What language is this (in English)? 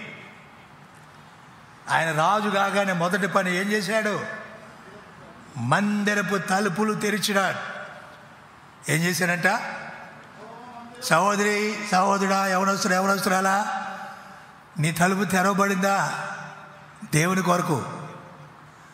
Telugu